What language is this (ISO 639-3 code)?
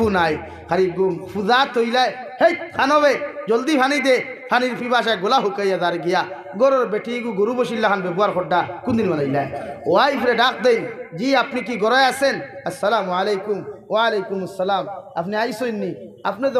syl